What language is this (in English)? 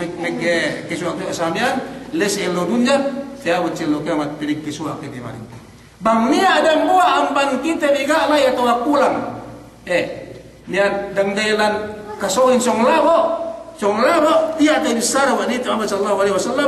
Yakan